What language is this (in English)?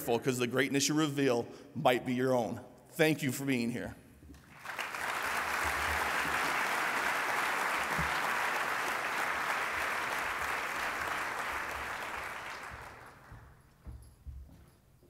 English